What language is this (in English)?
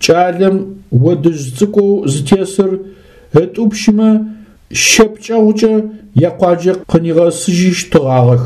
Adyghe